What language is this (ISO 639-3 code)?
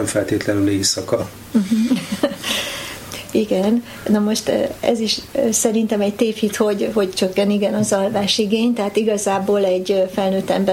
hun